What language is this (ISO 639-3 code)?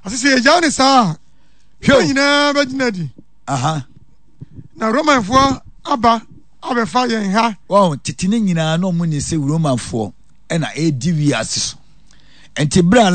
aka